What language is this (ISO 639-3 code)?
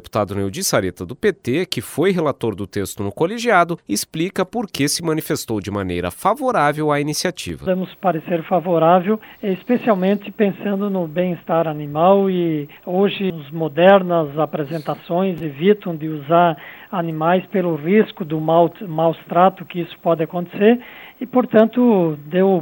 por